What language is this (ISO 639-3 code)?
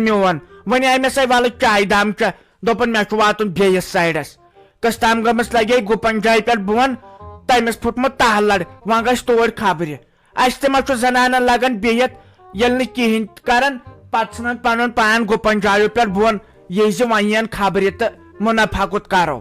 kas